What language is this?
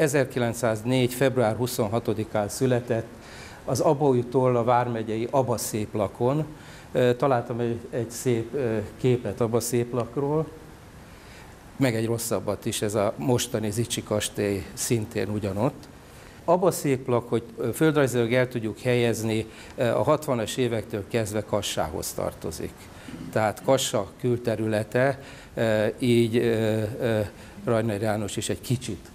Hungarian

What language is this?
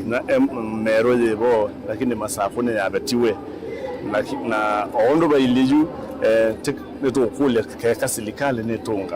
Kamba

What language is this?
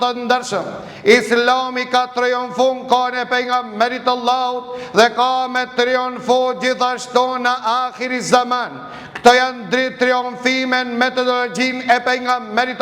Albanian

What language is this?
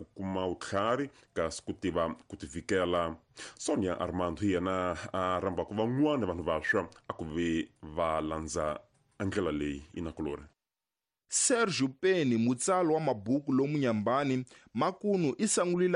Tsonga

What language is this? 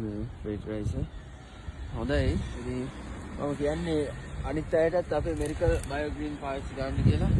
Sinhala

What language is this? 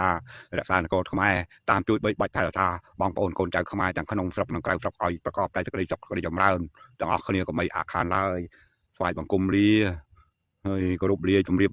Khmer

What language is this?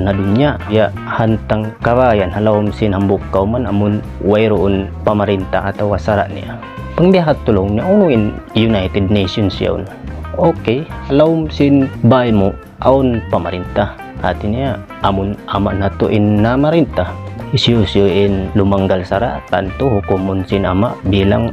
Tausug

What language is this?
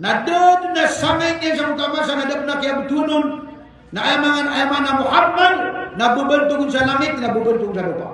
Maranao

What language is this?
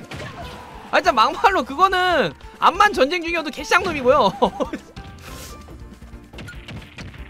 Korean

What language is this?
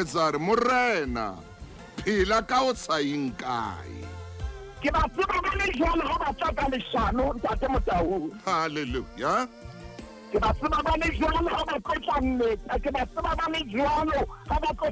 Southern Sotho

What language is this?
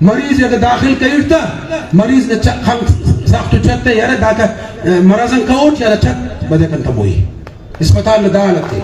Brahui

